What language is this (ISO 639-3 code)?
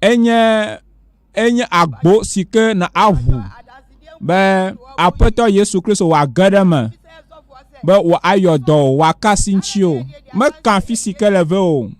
ewe